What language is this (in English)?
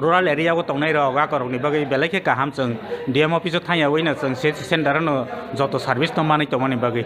Kok Borok